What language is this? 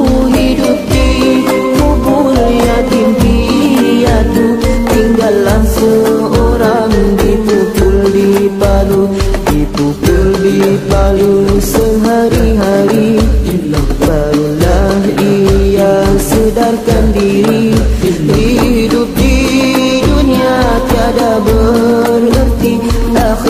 Malay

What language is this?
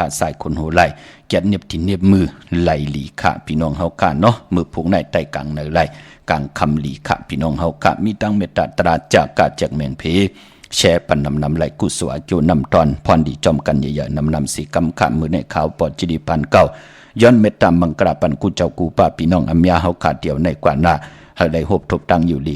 Shan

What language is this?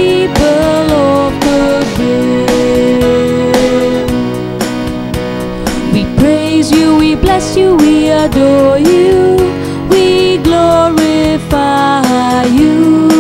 English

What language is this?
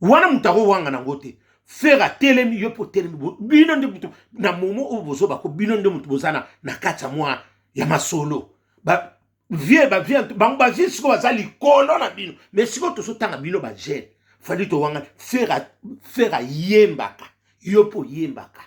Lingala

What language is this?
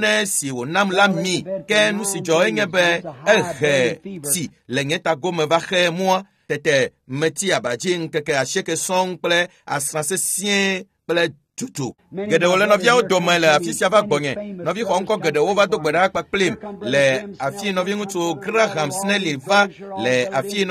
Ewe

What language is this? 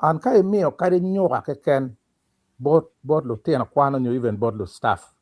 Acoli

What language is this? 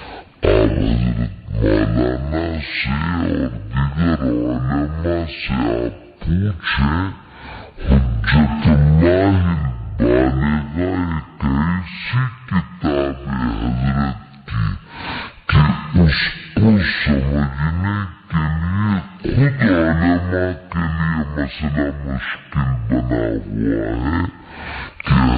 Urdu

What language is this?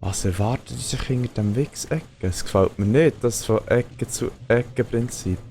Swiss German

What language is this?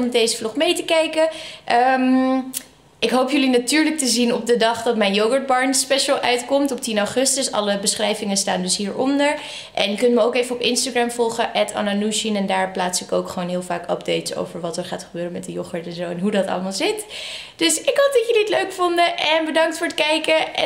Dutch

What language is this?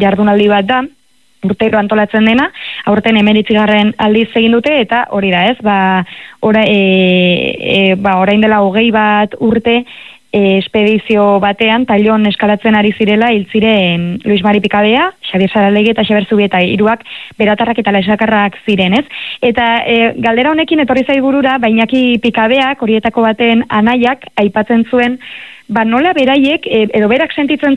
Basque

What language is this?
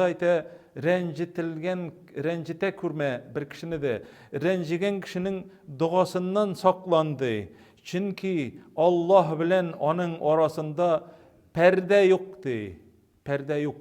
Tatar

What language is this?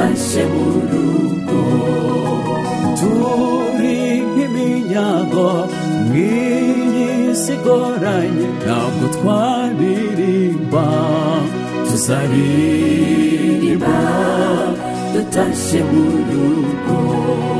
Kinyarwanda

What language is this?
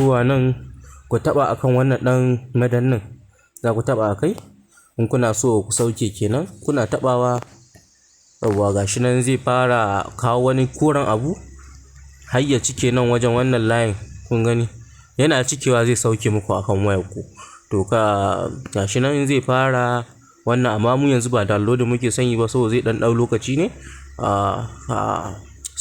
Hausa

